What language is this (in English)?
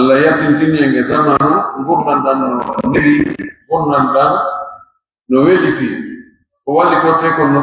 Pular